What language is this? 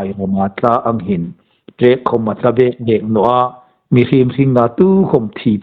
Hmar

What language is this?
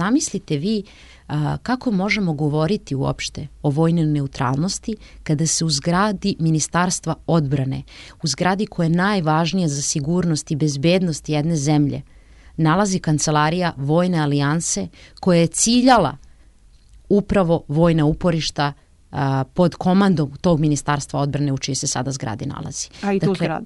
Serbian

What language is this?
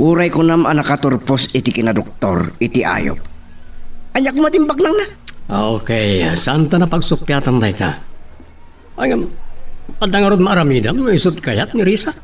Iloko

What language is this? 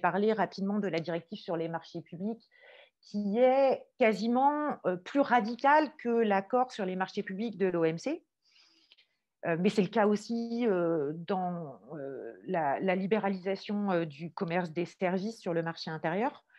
French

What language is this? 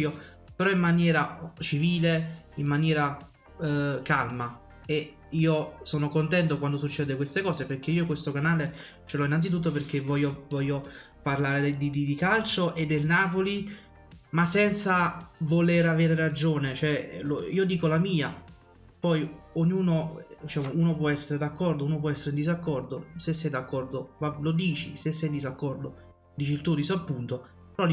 Italian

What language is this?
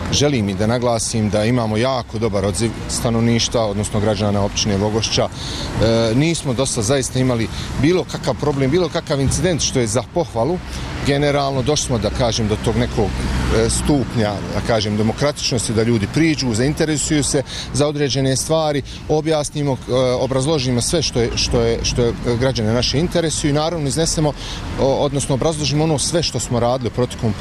Bosnian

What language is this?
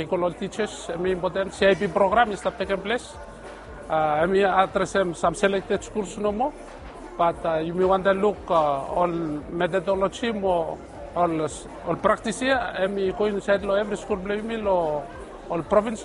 Bislama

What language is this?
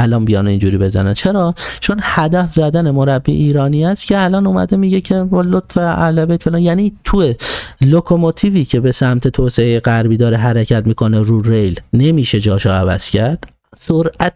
Persian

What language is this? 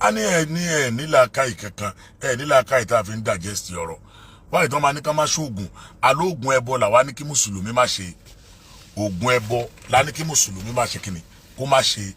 Yoruba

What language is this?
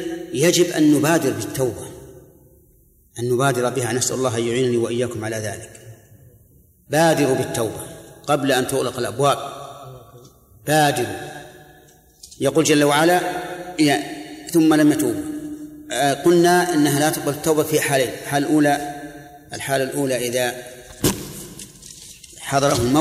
Arabic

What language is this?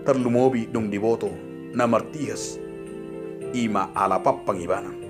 Batak Toba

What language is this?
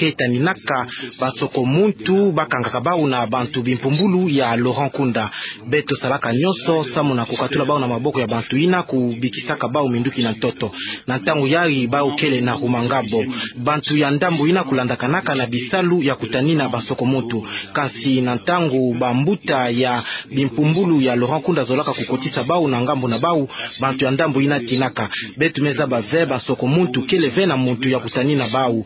Kituba (Democratic Republic of Congo)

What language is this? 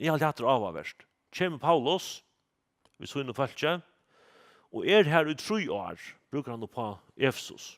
Faroese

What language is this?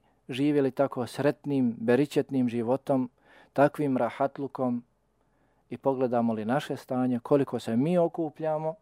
Bosnian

